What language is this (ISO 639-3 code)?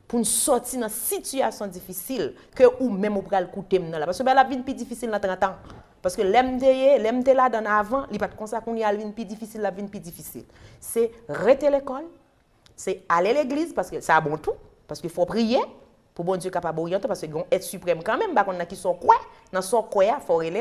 hat